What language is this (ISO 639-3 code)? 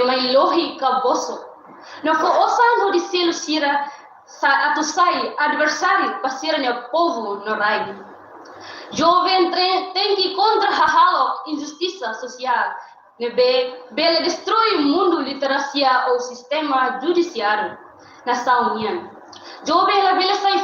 tet